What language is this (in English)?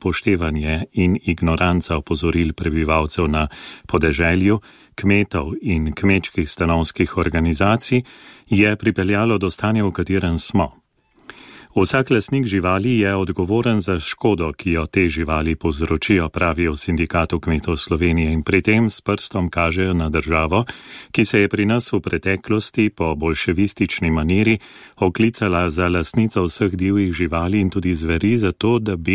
Slovenian